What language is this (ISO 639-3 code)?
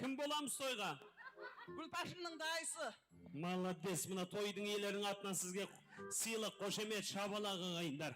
kaa